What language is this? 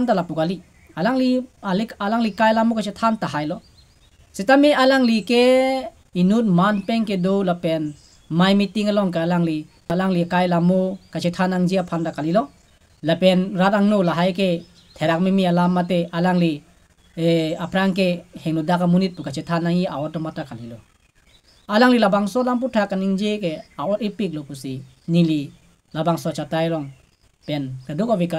Karbi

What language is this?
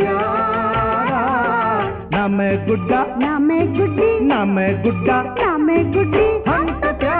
Hindi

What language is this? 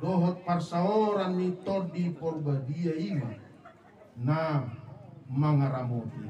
Batak Toba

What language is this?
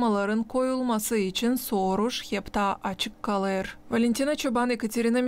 Gagauz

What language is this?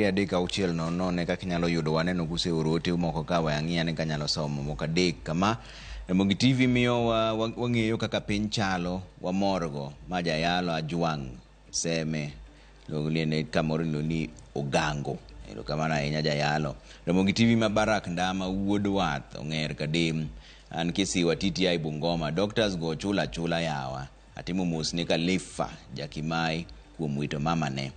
Luo (Kenya and Tanzania)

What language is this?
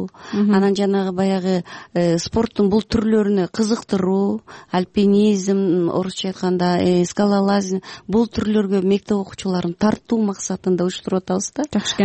Kyrgyz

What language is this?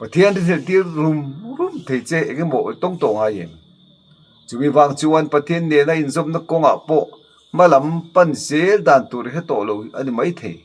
Mizo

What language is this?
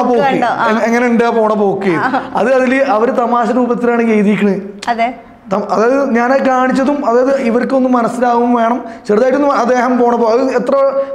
Malayalam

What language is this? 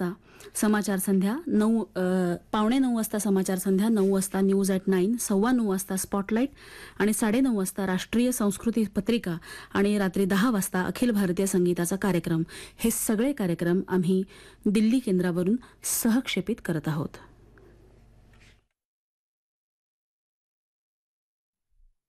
Marathi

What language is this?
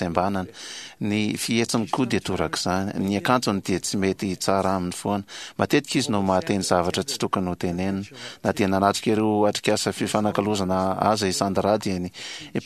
Malagasy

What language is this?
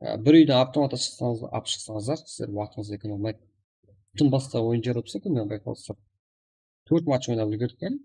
Kara-Kalpak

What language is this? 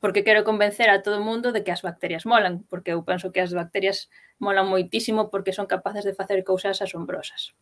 Galician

